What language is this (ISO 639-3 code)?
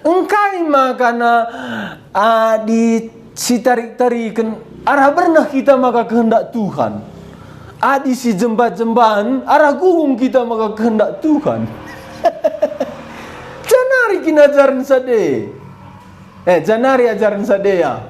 btx